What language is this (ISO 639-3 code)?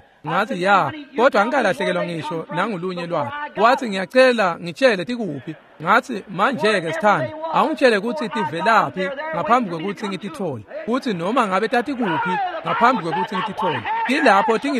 ssw